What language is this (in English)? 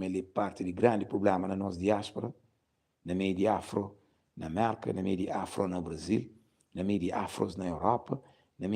Kabuverdianu